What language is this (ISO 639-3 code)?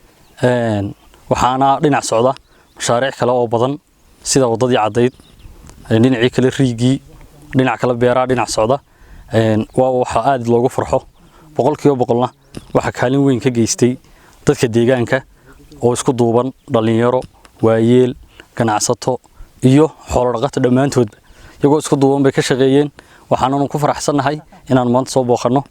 som